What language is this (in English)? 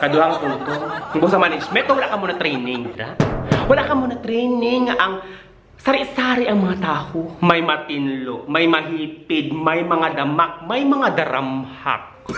Hiligaynon